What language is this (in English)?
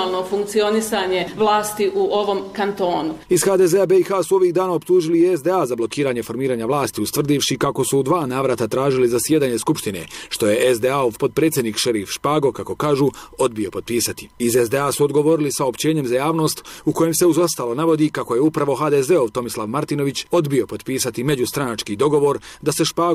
Bosnian